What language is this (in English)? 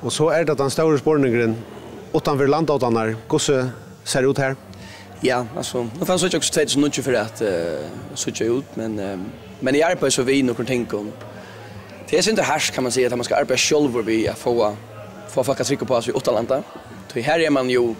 Faroese